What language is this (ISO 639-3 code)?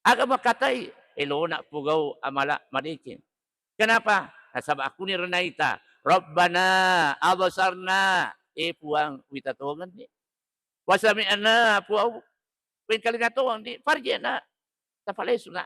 bug